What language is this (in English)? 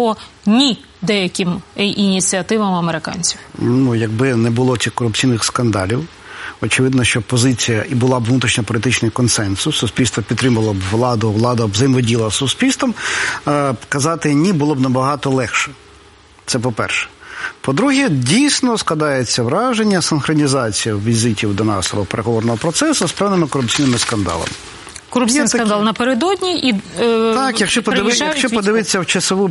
Ukrainian